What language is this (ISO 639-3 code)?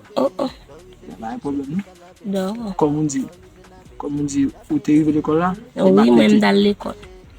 hat